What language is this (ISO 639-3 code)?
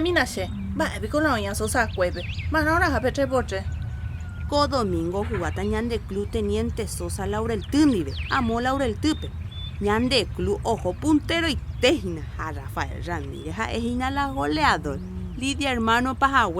grn